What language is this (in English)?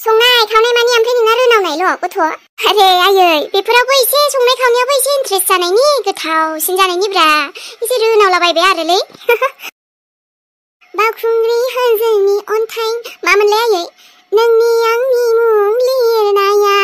Bodo